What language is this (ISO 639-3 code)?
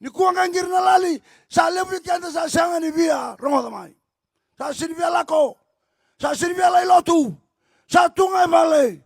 fij